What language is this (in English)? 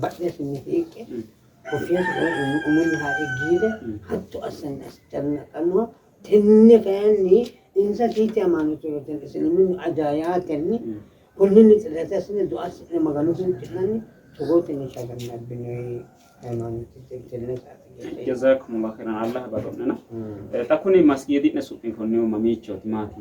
Sidamo